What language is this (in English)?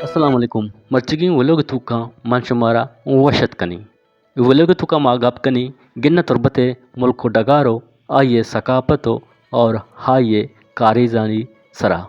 Eastern Balochi